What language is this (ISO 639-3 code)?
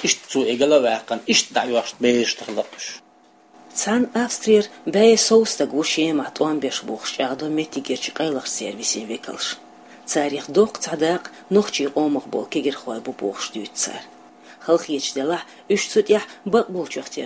che